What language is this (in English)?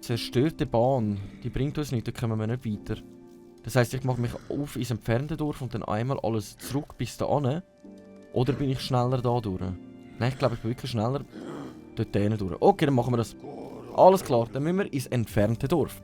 Swiss German